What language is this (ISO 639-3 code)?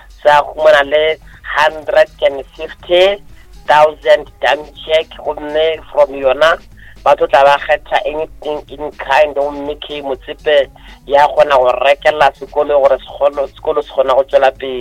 nso